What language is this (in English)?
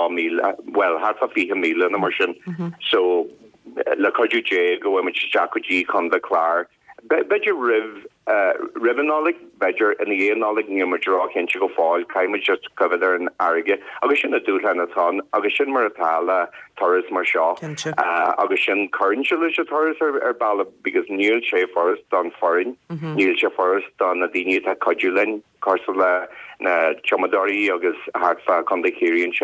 Irish